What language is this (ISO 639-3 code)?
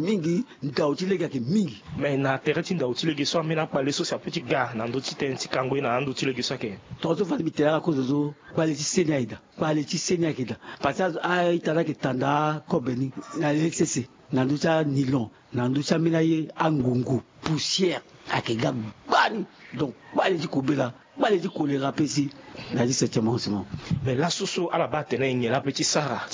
sag